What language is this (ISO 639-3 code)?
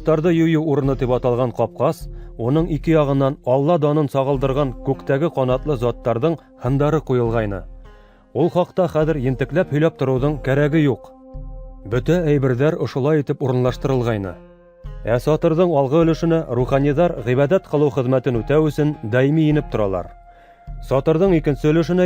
bak